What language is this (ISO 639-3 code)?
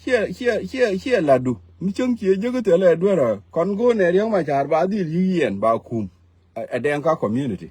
nus